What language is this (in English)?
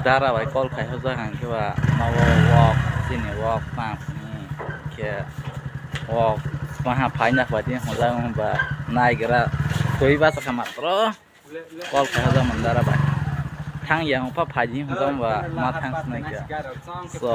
Kok Borok